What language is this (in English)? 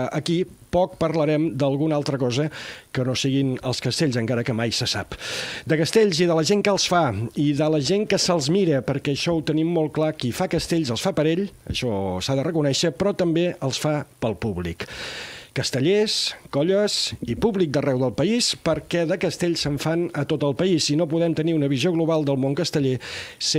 Catalan